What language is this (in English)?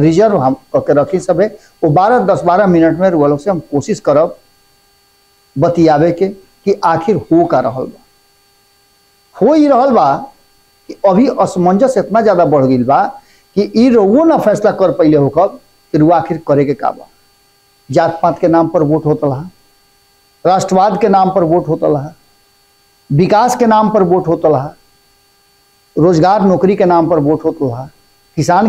Bhojpuri